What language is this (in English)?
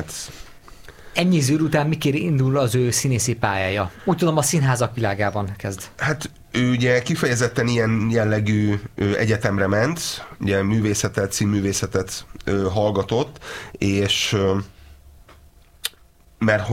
Hungarian